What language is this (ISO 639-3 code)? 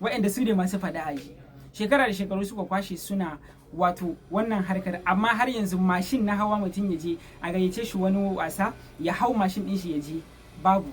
hau